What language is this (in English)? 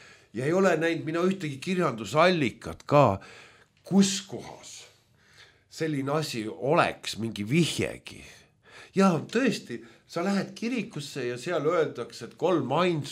Estonian